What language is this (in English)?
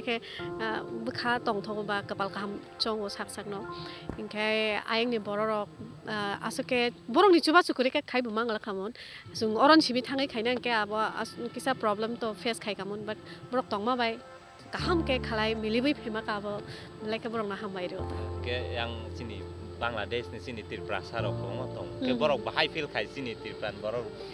Kok Borok